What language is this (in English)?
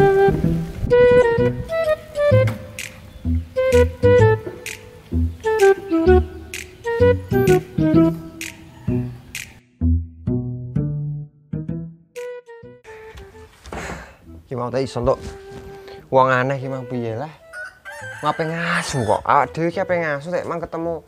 Javanese